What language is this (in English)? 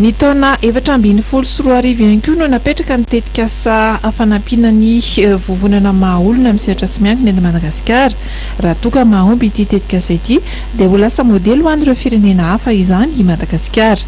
Malagasy